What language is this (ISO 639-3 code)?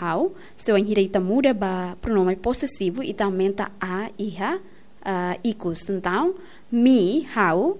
tet